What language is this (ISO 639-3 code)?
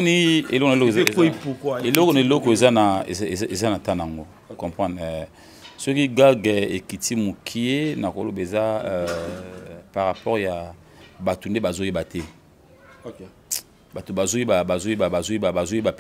lin